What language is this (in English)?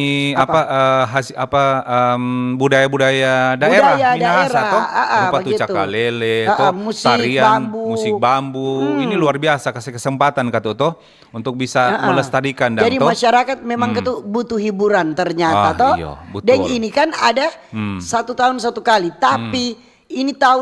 Manado Malay